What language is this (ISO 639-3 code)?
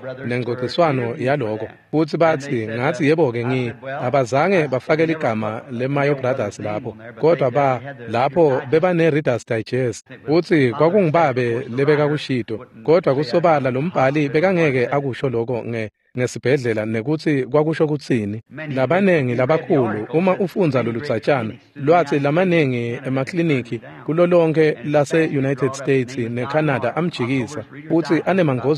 ssw